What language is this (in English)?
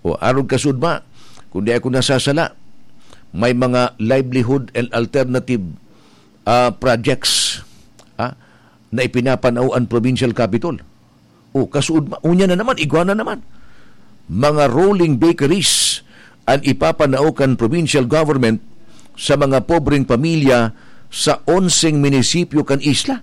Bikol